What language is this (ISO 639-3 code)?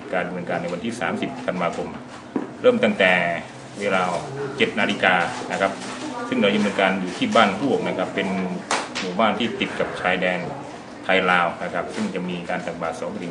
tha